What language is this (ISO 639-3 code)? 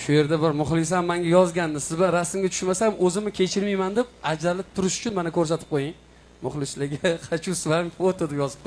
uzb